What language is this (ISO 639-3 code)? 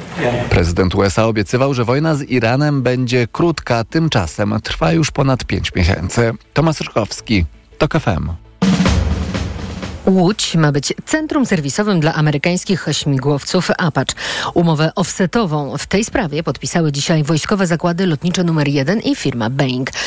pol